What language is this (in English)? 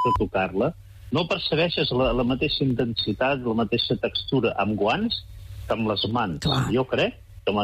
Catalan